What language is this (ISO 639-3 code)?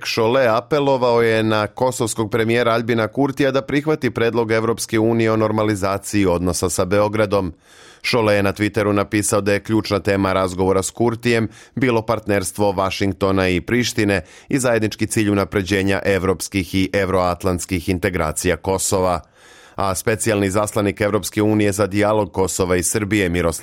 srp